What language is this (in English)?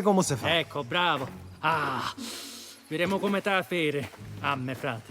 Sicilian